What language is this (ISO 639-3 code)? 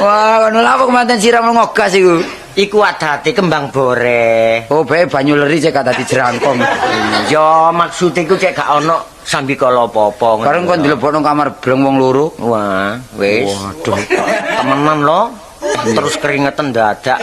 jav